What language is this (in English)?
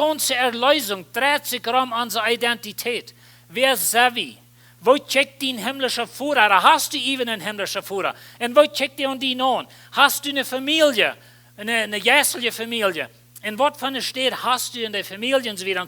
Plautdietsch